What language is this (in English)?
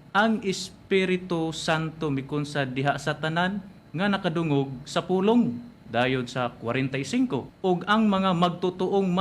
Cebuano